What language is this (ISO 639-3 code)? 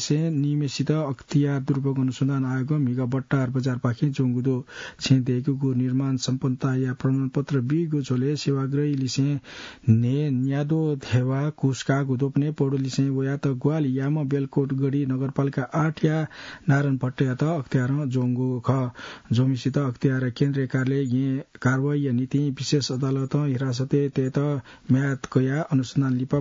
new